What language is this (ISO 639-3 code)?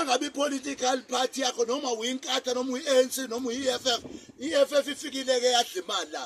zul